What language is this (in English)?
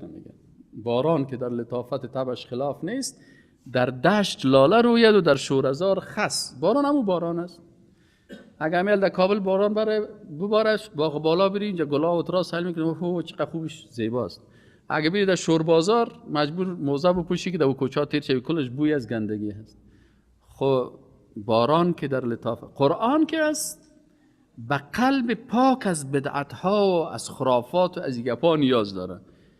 Persian